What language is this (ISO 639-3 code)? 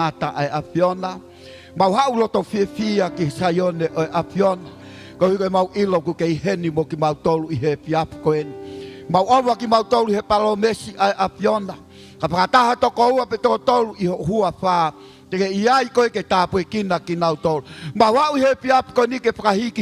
ton